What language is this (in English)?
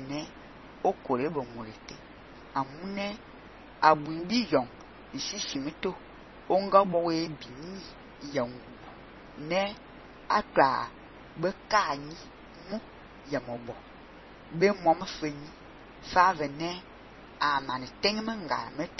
Fang